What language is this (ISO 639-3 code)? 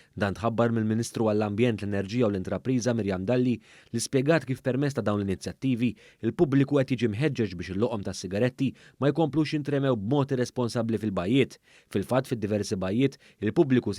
mlt